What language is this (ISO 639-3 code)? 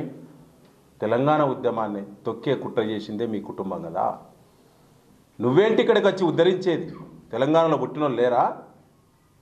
tel